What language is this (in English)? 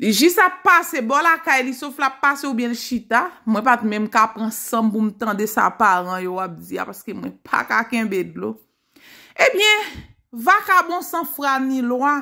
Haitian Creole